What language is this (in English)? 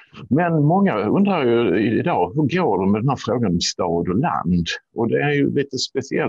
Swedish